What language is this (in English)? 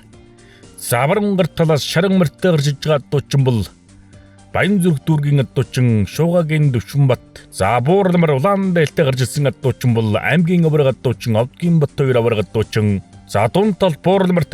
Mongolian